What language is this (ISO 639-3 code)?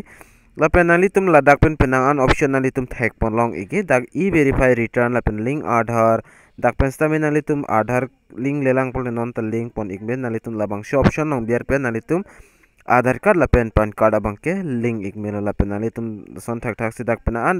mjw